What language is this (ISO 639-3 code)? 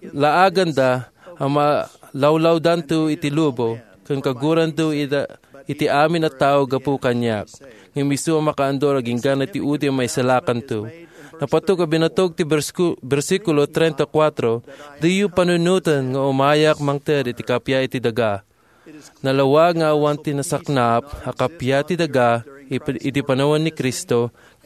ilo